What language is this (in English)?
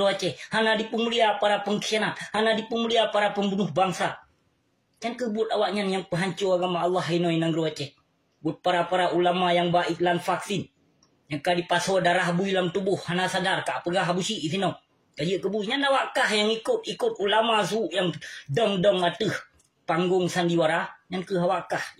Achinese